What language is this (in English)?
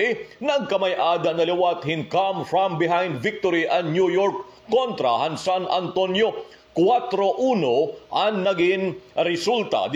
Waray